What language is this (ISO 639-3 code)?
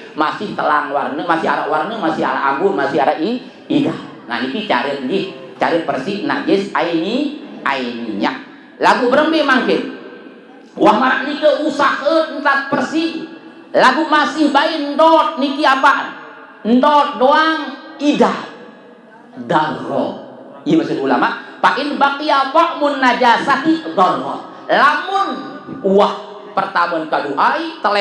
sas